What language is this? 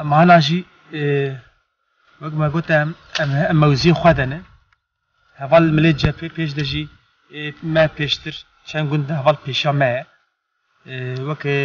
Kurdish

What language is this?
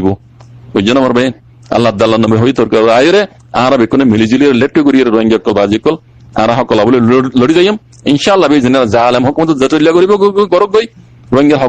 Rohingya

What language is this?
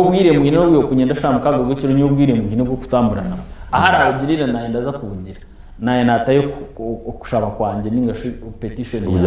Nyankole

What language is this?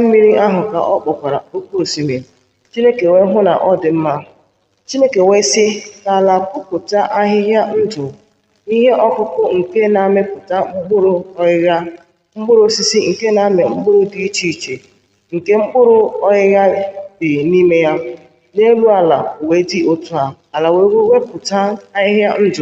Igbo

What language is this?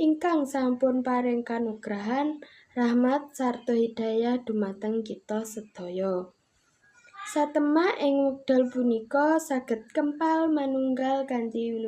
Javanese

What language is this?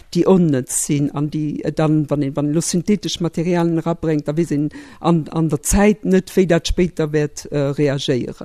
Luxembourgish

